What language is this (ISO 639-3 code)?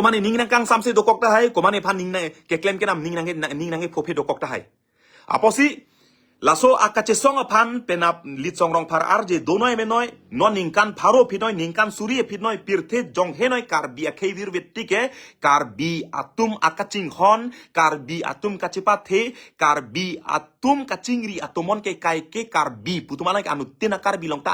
mjw